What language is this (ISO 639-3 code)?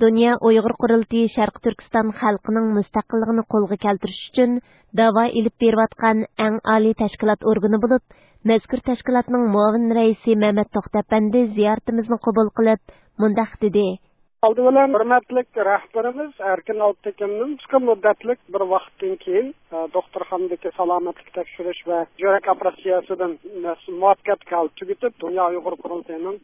uig